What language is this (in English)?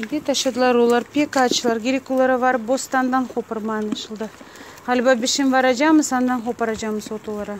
Crimean Tatar